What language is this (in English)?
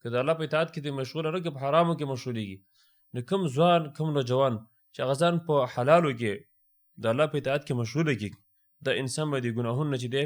Pashto